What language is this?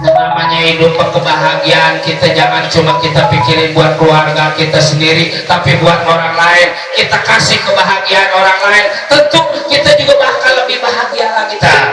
Betawi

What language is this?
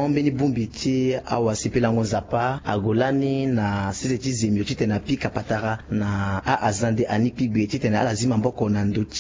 Sango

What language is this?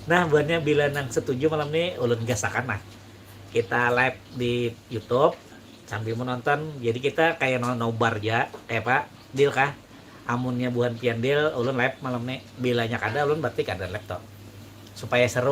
Banjar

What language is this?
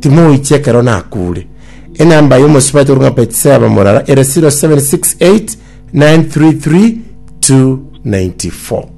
Gusii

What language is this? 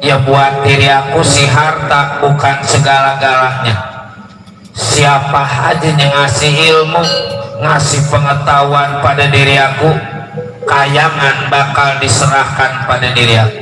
Betawi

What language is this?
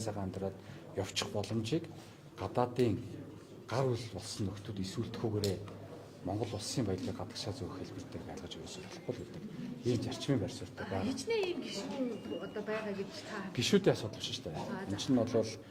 Mongolian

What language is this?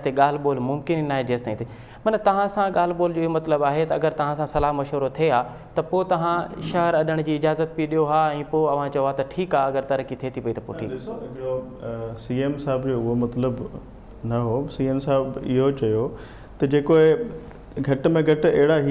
Sindhi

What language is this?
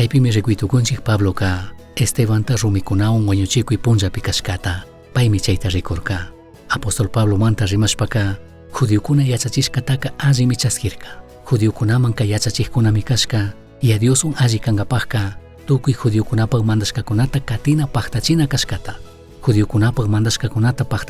Chimborazo Highland Quichua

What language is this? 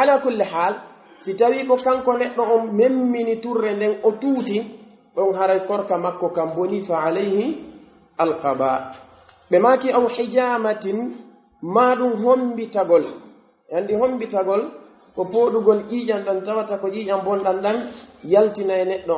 Pular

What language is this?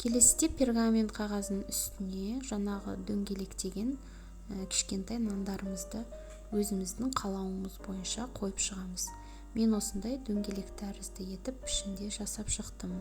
Kazakh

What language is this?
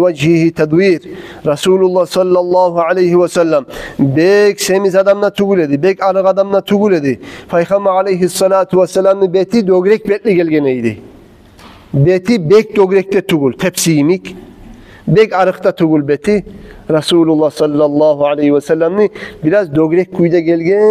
Kumyk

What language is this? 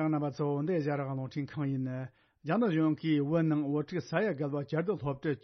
Tibetan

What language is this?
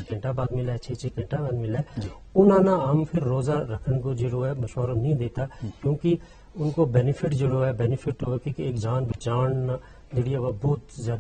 Gujari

